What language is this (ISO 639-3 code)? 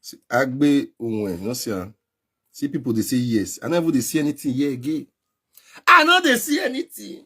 pcm